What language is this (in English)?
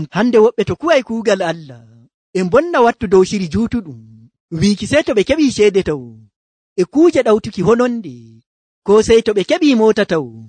Nigerian Fulfulde